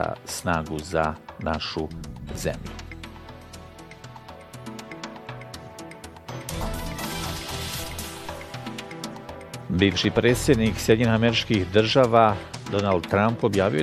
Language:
Bosnian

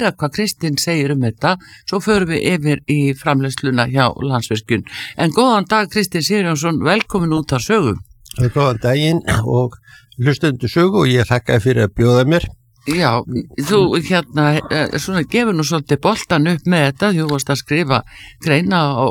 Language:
Icelandic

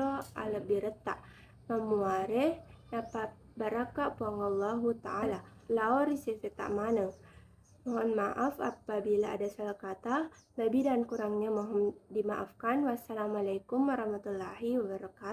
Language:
Buginese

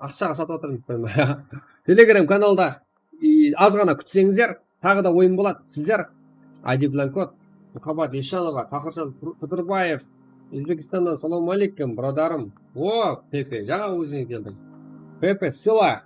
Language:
Kara-Kalpak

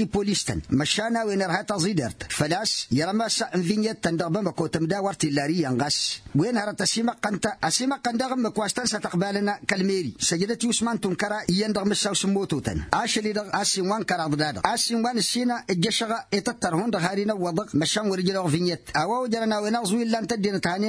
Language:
Tamasheq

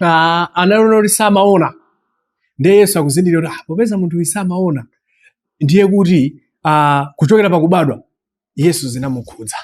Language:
Nyanja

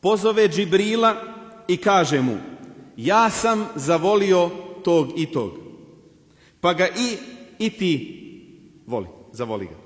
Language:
Bosnian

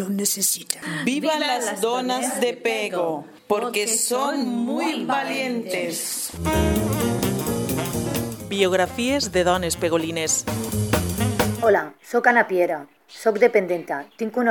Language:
Catalan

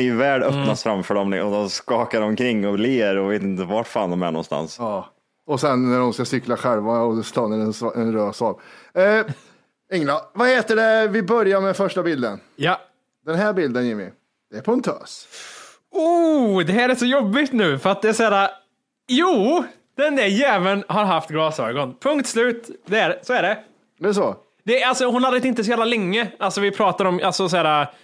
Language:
Swedish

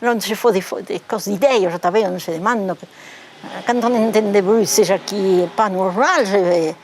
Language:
Occitan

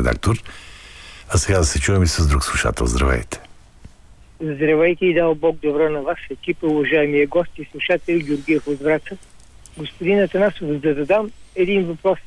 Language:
Bulgarian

